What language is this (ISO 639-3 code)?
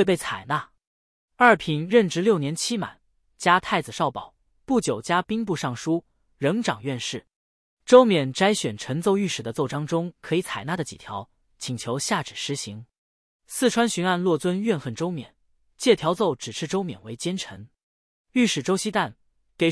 zho